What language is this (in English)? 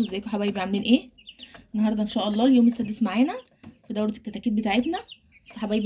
Egyptian Arabic